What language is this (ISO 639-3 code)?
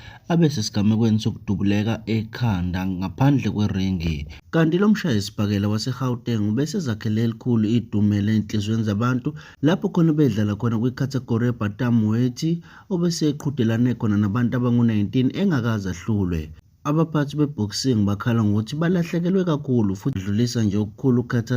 zul